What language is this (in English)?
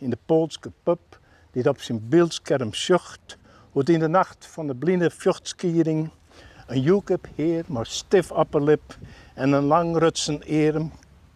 Western Frisian